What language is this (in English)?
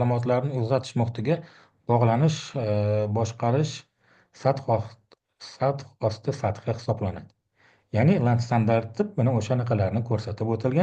Uzbek